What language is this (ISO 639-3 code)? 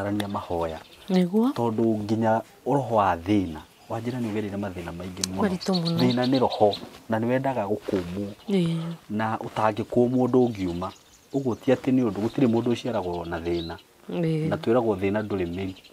kik